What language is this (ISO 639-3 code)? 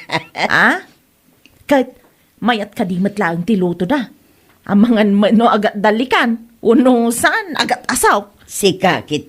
ilo